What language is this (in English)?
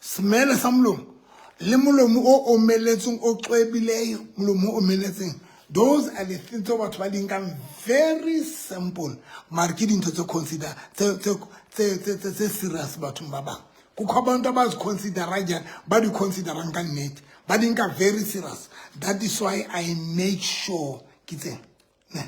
Southern Sotho